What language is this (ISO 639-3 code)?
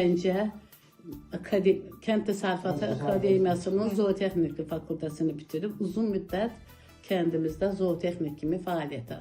aze